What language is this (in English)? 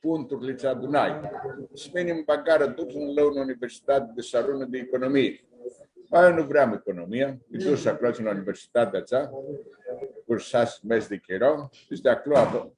Aromanian